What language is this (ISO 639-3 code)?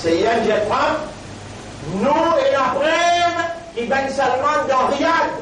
mfe